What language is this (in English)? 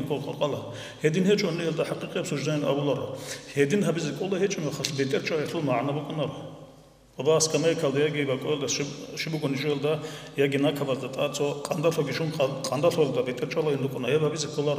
Avaric